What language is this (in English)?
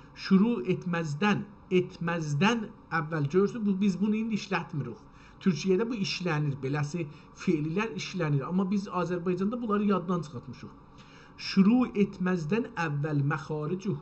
South Azerbaijani